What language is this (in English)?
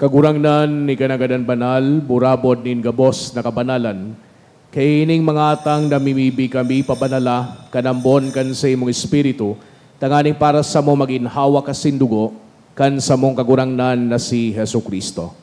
Bikol